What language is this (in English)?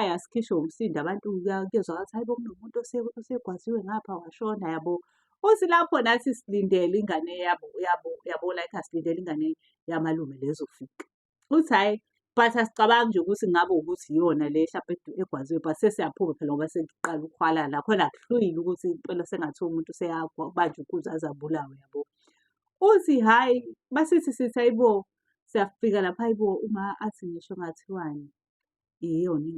Zulu